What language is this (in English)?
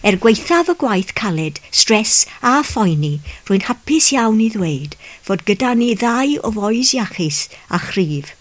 Welsh